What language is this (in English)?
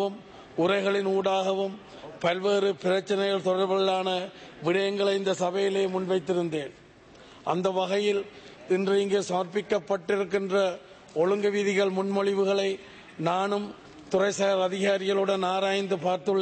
Tamil